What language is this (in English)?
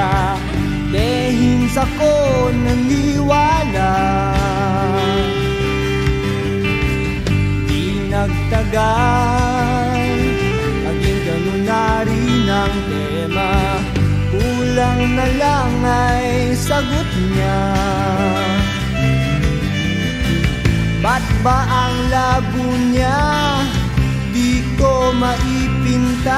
Filipino